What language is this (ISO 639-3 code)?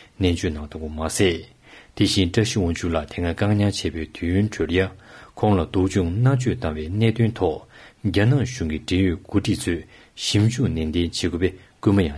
bod